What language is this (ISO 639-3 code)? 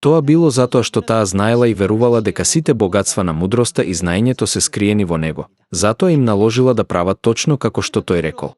mkd